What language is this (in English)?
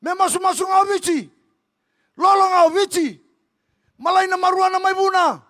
Fijian